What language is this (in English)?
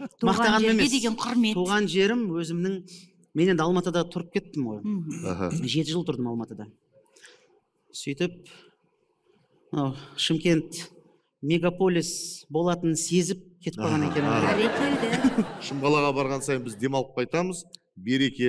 Kazakh